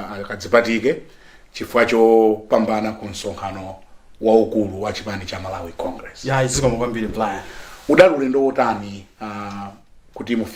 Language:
Nyanja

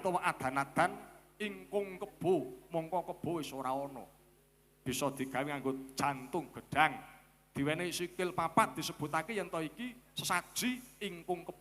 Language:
Javanese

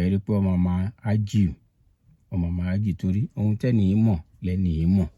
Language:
Yoruba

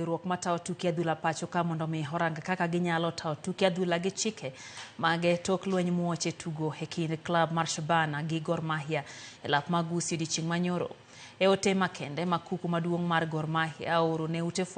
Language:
Luo (Kenya and Tanzania)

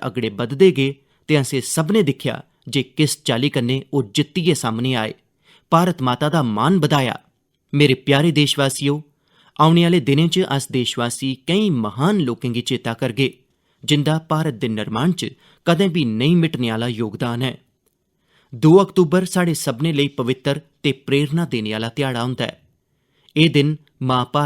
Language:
Dogri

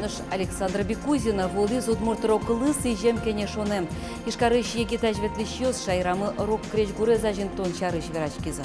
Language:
Udmurt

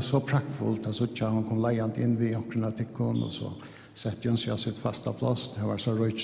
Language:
Faroese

